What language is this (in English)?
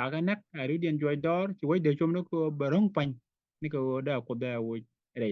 Nuer